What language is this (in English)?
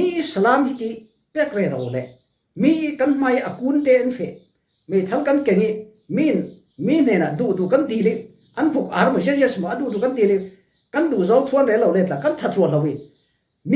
Falam Chin